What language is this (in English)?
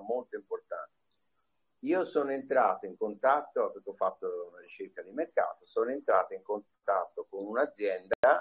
Italian